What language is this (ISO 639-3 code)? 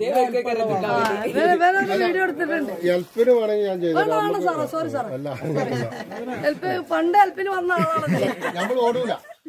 mal